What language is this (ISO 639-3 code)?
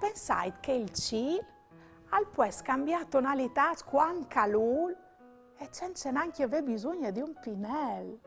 fur